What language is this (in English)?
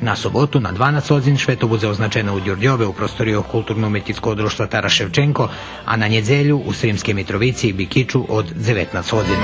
Rusyn